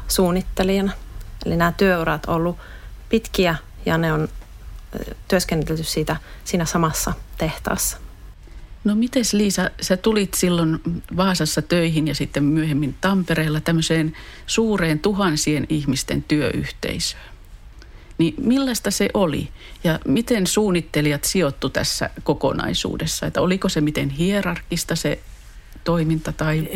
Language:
Finnish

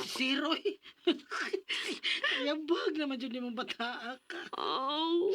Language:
Cebuano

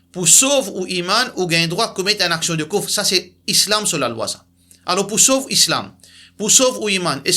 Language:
Morisyen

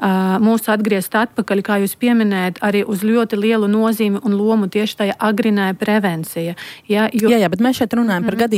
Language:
Latvian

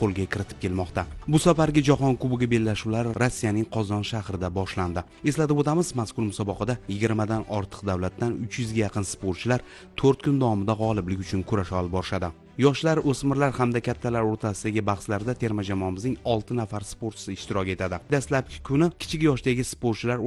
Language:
Uzbek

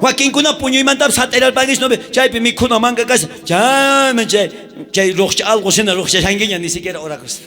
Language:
South Bolivian Quechua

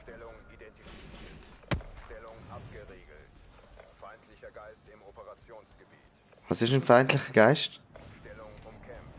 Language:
Swiss German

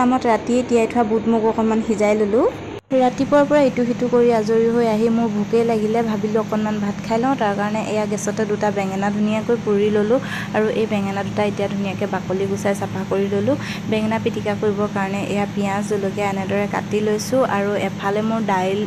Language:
Assamese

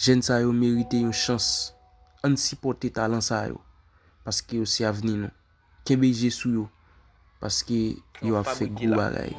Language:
Haitian Creole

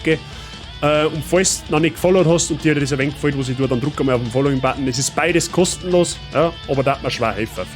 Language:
Bavarian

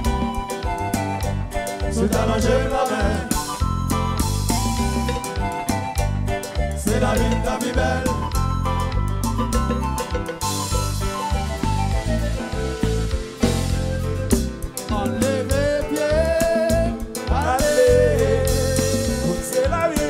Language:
Haitian Creole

